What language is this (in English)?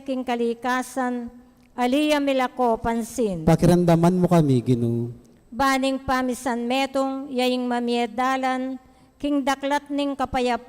Pampanga